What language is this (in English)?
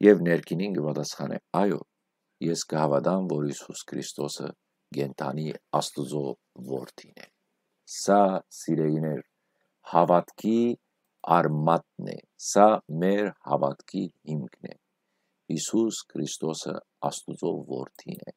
Western Armenian